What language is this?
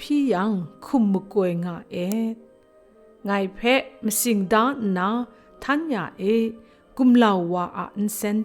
Kachin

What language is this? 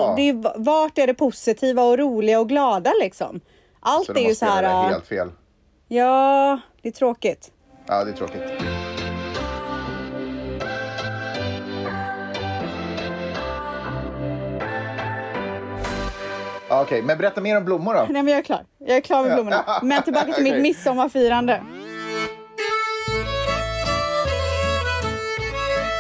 Swedish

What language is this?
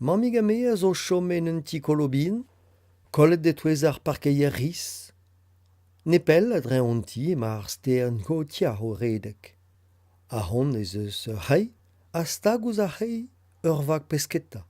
Breton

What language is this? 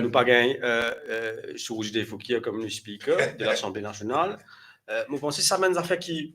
Morisyen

